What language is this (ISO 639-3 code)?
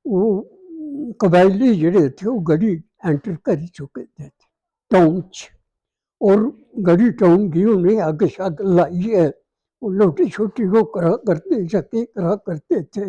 doi